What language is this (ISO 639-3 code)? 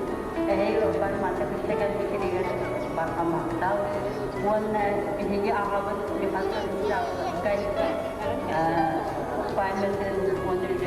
sah